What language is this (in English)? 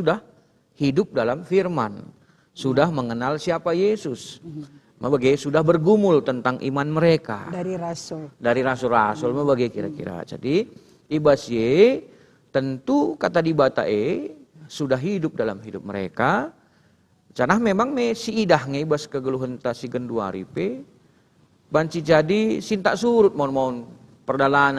Batak Karo